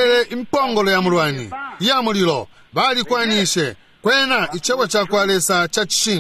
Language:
Bemba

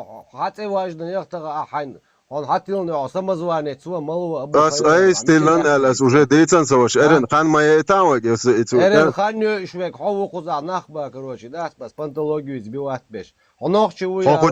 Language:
Chechen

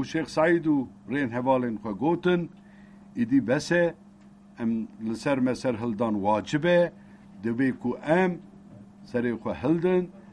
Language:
Kurdish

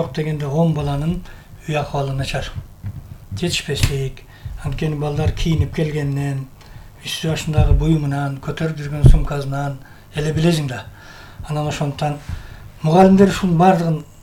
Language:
Kyrgyz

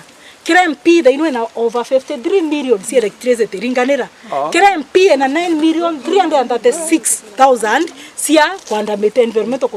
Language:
Meru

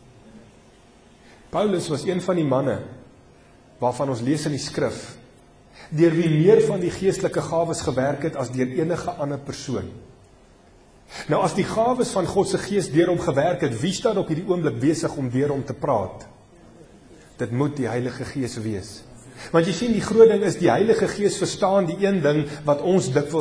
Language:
Afrikaans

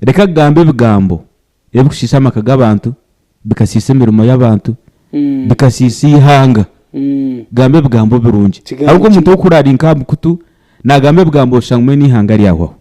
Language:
Nyankole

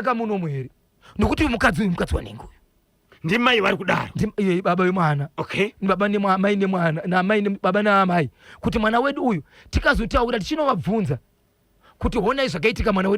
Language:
Shona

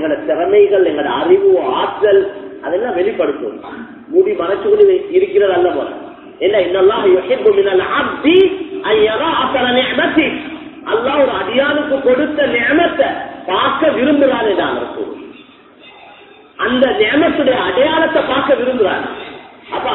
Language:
Tamil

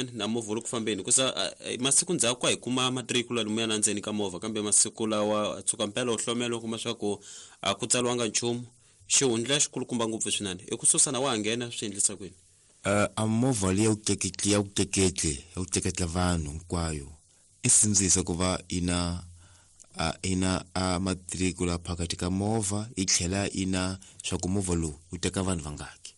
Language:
Tsonga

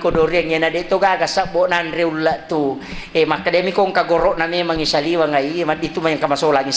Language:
Buginese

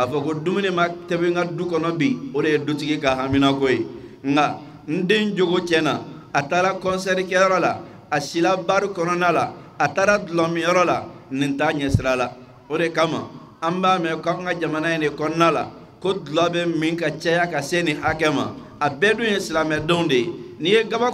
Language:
Bambara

